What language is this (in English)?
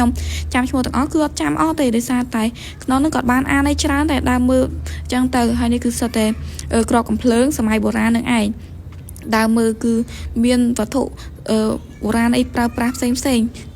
Khmer